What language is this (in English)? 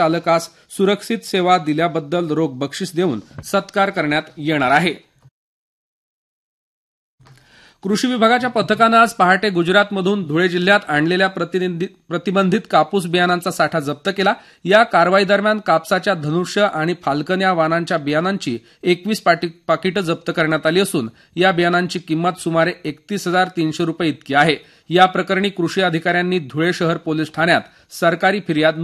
Marathi